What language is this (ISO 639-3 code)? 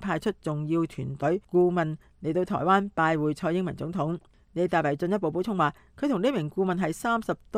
yue